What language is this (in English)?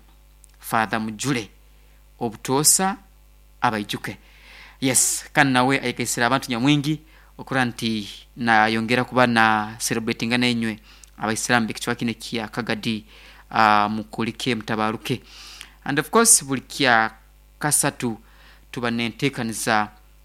Nyankole